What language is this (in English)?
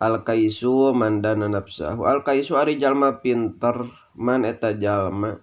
Sundanese